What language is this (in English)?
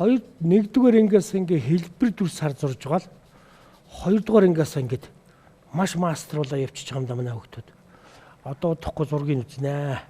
Mongolian